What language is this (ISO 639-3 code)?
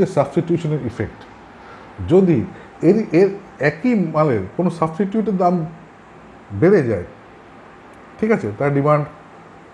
ben